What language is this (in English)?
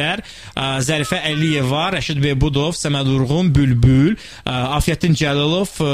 Azerbaijani